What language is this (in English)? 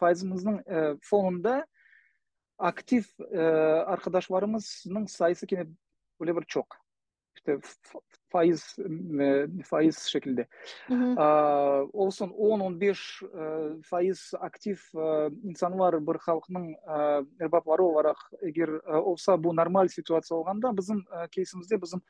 Crimean Tatar